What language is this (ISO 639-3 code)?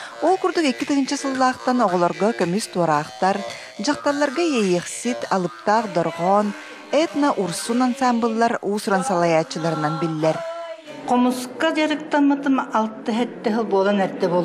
sah